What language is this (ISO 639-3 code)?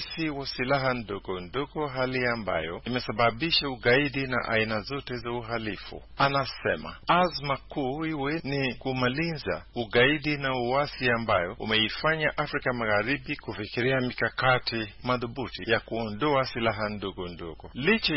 swa